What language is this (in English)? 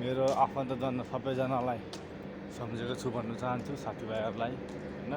Nepali